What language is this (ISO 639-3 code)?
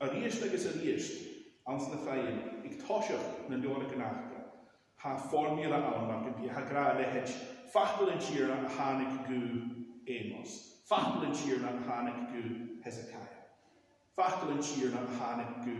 gla